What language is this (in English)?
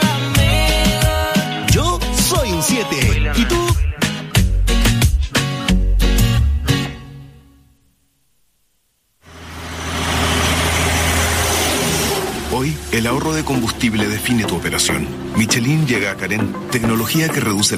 Spanish